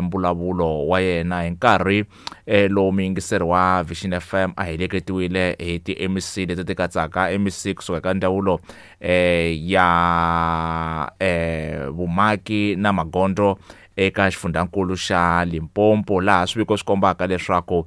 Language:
Tsonga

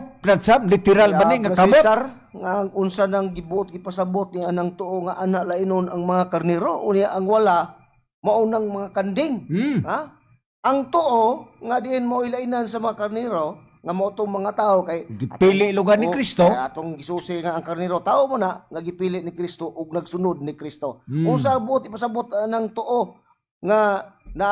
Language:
Cebuano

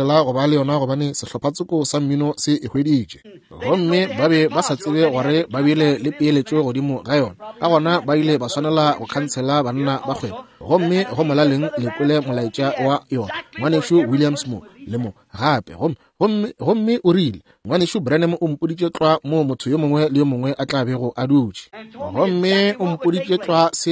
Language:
Northern Sotho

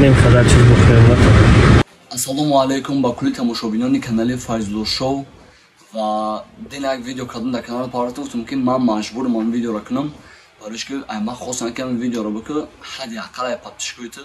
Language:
Tajik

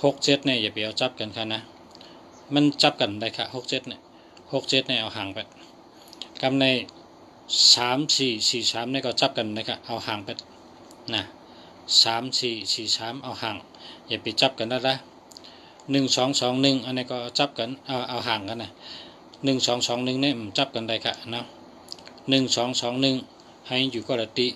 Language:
Shan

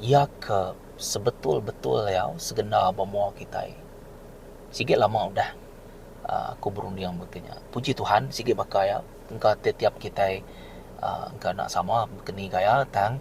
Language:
Iban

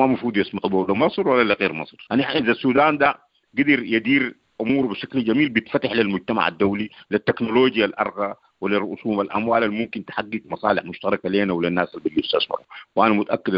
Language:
Sudanese Arabic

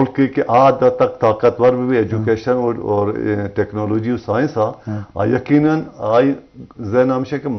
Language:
Eastern Balochi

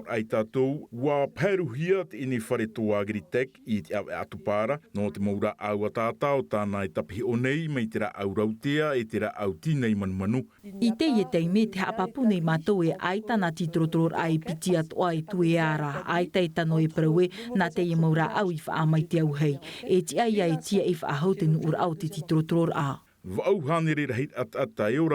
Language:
Tahitian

